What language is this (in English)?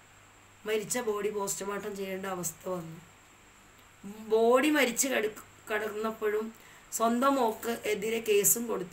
Malayalam